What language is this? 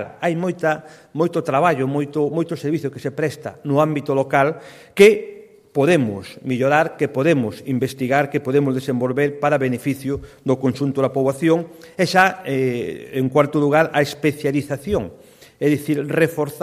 Galician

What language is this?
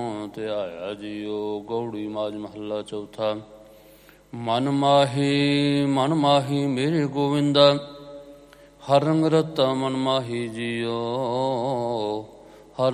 Punjabi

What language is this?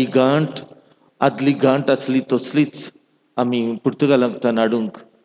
Konkani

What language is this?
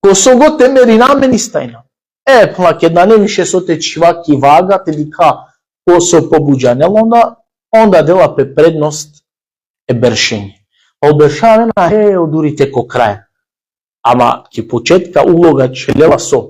Balkan Romani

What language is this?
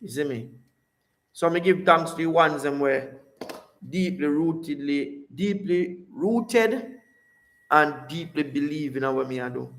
Jamaican Creole English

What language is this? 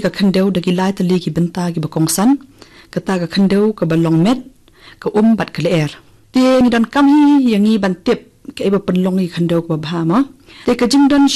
Khasi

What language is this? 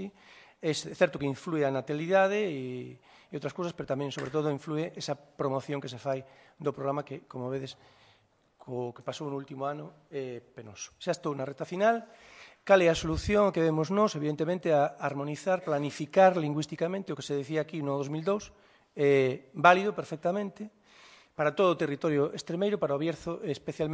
Galician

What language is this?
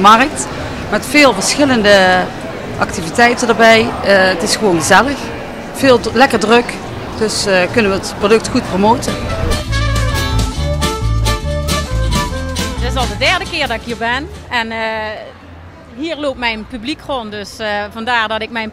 Dutch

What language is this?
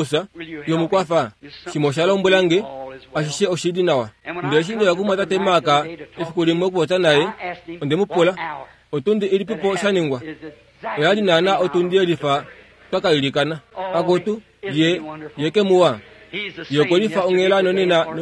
Kuanyama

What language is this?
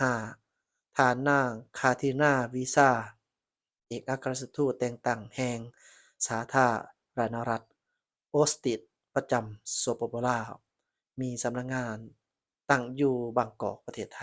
Lao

